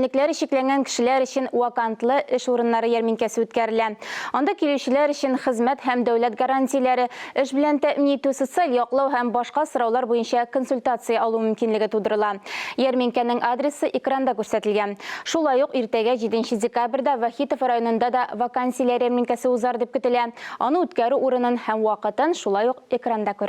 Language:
Tatar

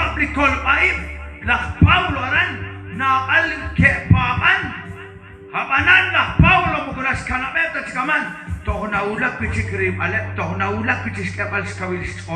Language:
Kekchí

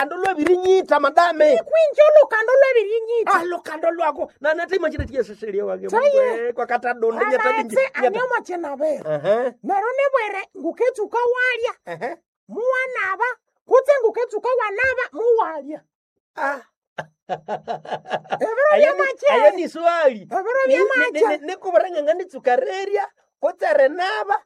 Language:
Nande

